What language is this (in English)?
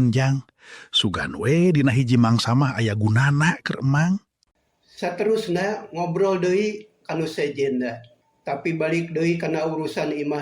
Sundanese